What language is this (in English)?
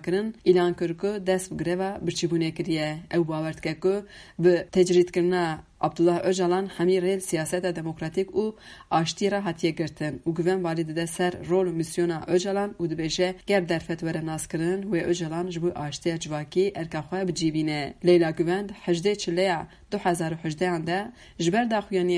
Kurdish